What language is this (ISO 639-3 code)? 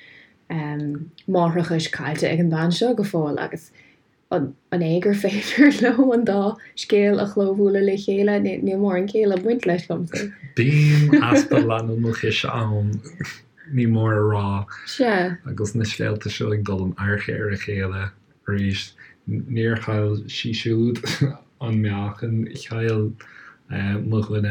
gle